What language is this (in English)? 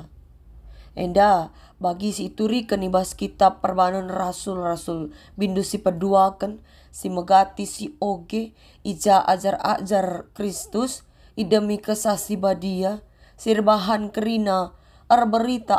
Batak Karo